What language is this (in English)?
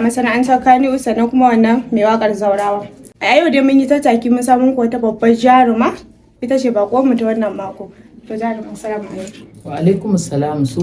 Hausa